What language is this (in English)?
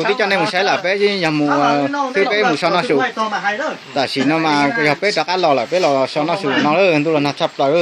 Hmong